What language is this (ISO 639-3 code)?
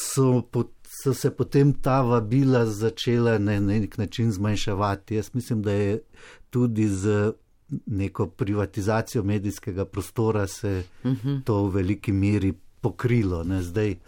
slv